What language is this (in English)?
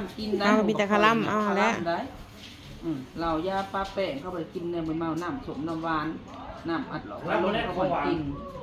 Northeastern Thai